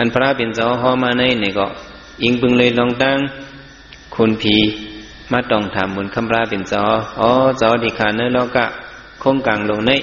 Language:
Shan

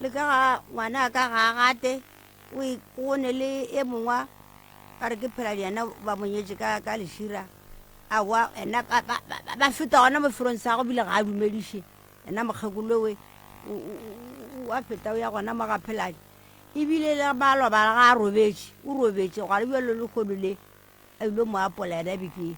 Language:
Northern Sotho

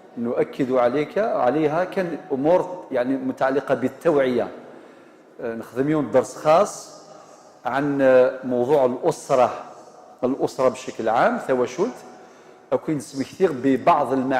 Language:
Algerian Arabic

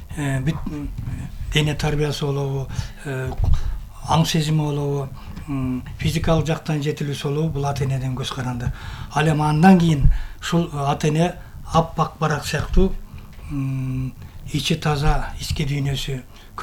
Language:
Kyrgyz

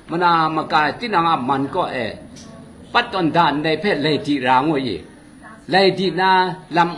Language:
Kachin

